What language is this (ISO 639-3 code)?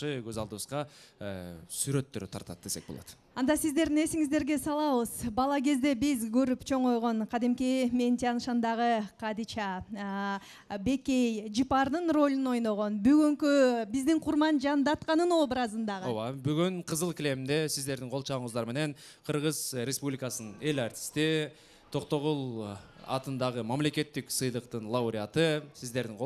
kir